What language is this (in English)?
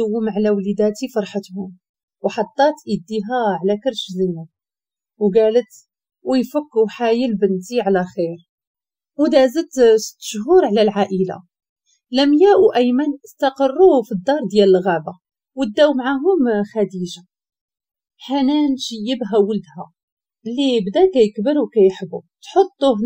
Moroccan Arabic